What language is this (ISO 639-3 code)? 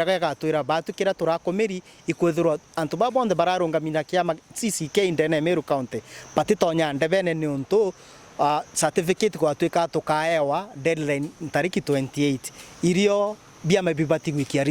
mer